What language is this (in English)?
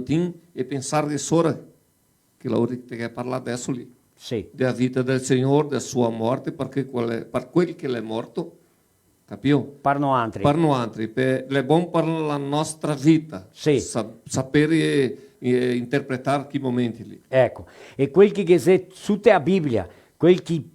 Venetian